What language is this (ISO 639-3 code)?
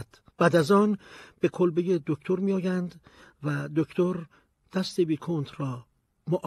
fas